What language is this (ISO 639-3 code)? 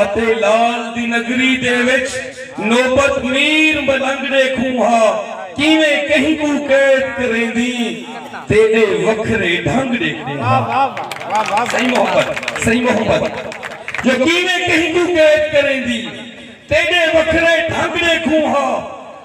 skr